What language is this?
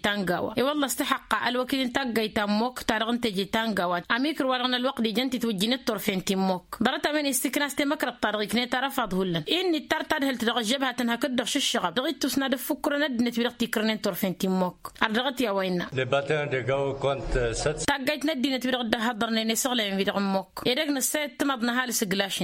Tamasheq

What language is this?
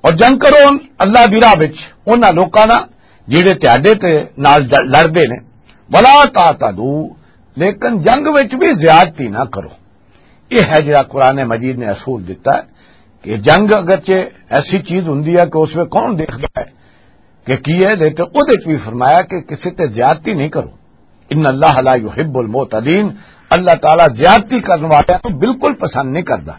Western Panjabi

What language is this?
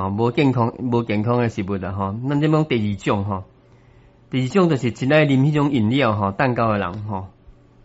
Min Nan Chinese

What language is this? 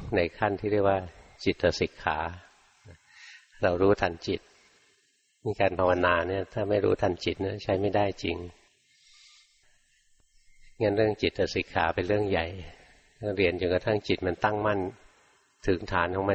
Thai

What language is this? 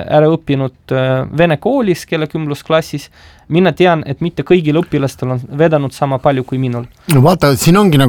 Estonian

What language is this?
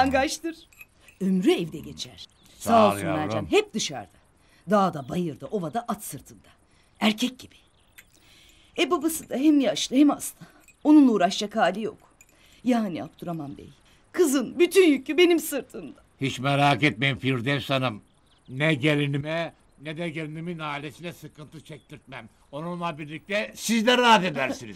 Turkish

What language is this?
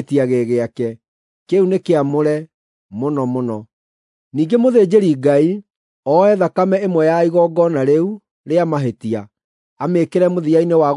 Kikuyu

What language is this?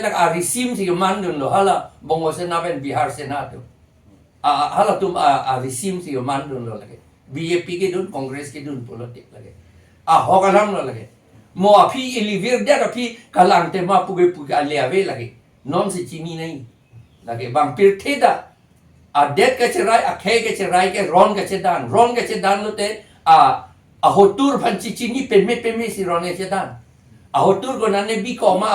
Karbi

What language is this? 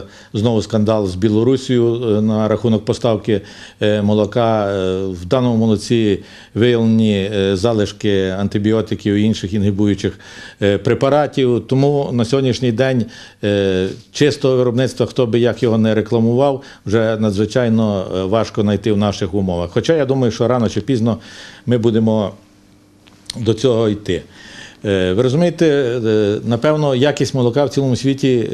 Ukrainian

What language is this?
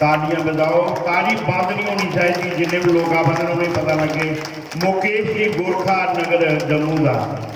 Dogri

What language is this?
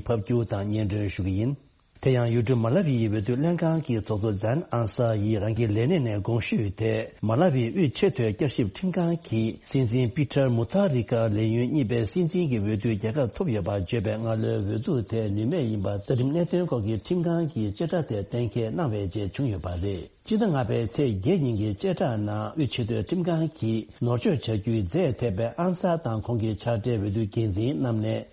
Tibetan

